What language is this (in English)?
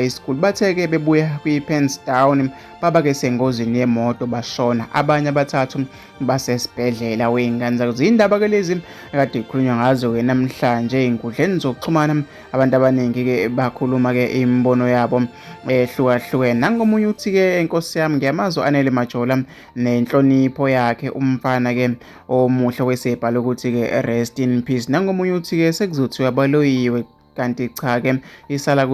Zulu